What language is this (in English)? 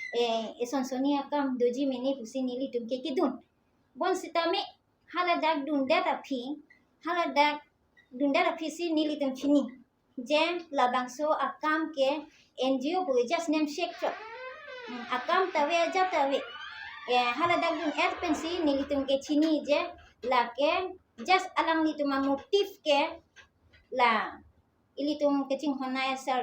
Karbi